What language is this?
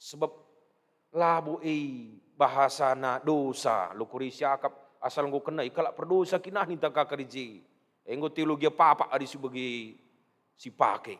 Batak Karo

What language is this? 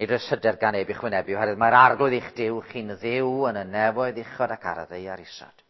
Welsh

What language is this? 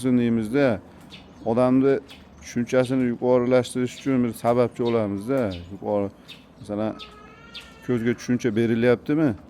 Uzbek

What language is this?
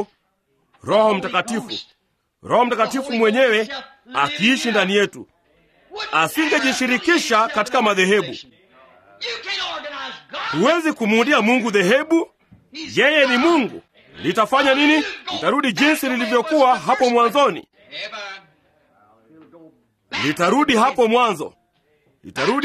Swahili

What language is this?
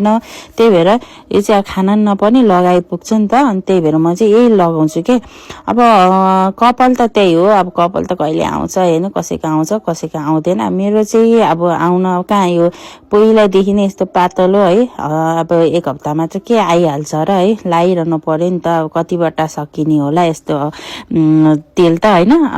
Nepali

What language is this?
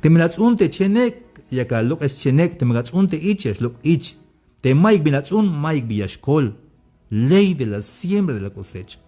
Tzeltal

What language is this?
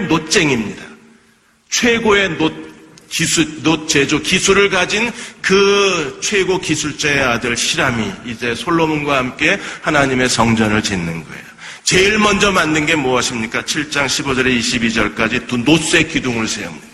Korean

